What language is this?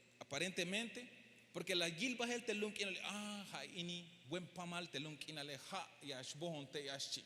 Tzeltal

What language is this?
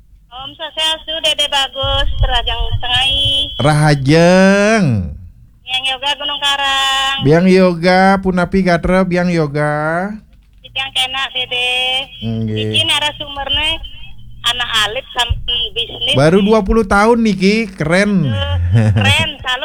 Balinese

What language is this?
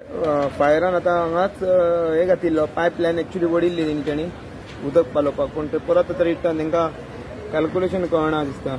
Konkani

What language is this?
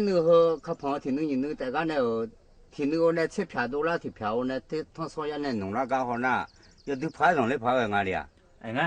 Akha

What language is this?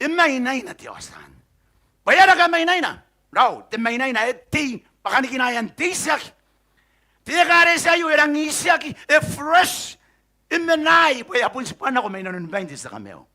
Gilbertese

